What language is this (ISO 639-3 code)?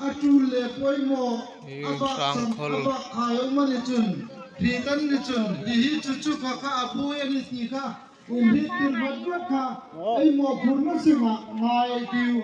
hmr